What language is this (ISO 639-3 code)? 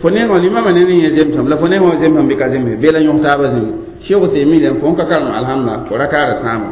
mos